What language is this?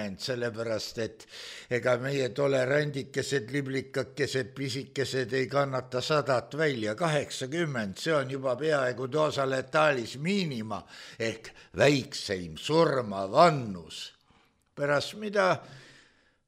Estonian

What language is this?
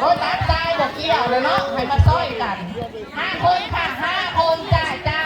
Northeastern Thai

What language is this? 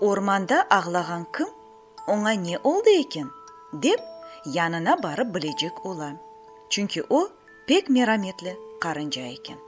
Crimean Tatar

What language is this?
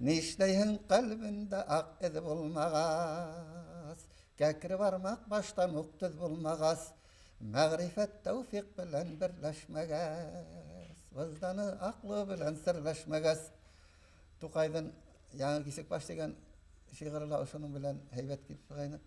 Bashkir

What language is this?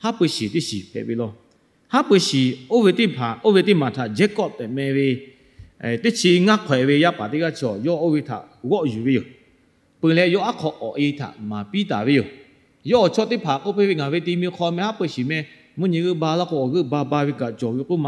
Lahu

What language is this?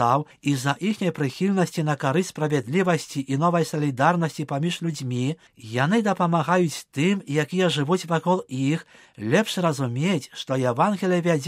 Belarusian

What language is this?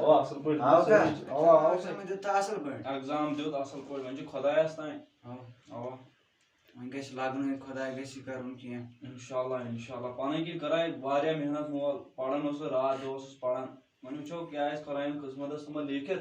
Kashmiri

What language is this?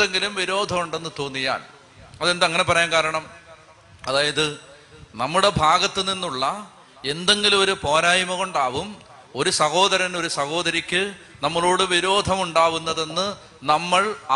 Malayalam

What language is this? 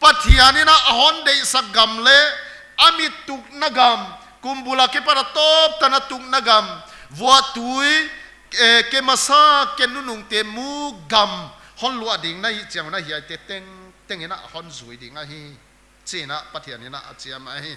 Paite Chin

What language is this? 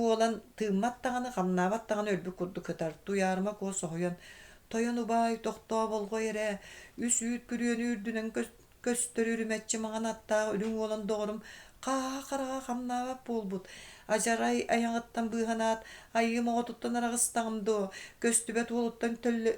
Yakut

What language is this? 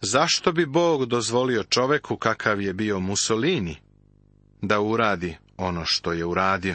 Serbian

